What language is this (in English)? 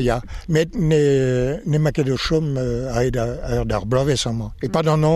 Breton